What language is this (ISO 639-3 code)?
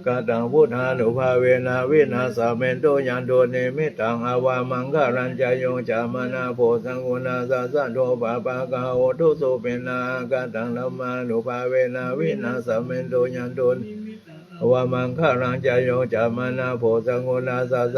pli